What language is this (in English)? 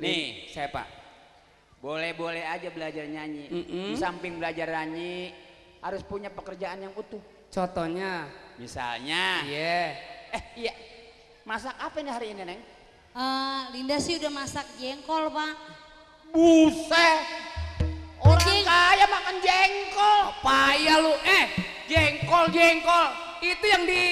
Betawi